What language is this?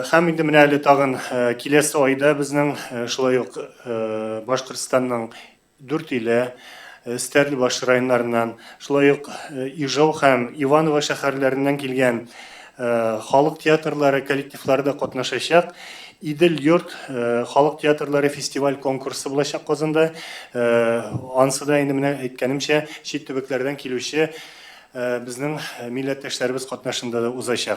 Tatar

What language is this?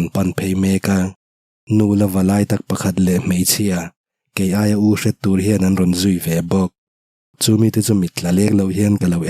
Mizo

